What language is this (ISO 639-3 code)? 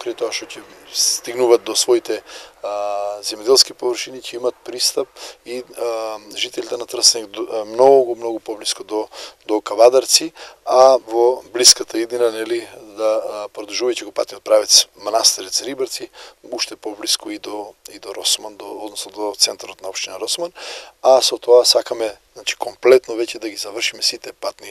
mkd